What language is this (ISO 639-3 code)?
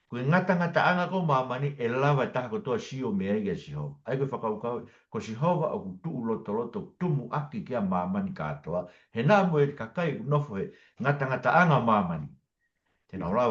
ton